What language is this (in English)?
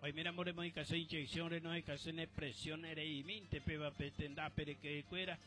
Guarani